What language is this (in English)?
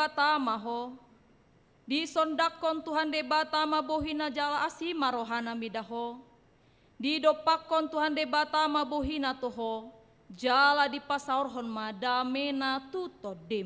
Batak Toba